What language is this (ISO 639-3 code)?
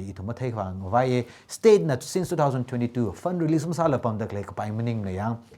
nmf